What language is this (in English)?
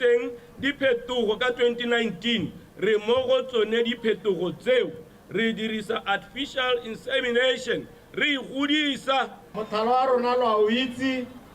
Tswana